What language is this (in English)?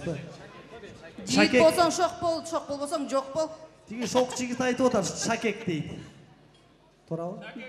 Kyrgyz